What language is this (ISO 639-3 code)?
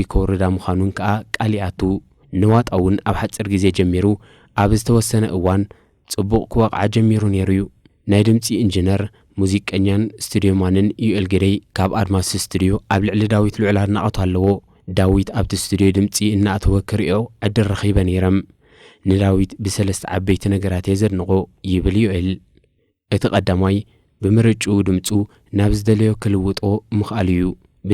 tir